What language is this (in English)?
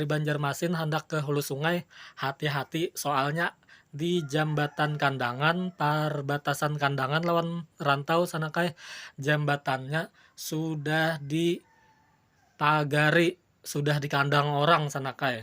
Banjar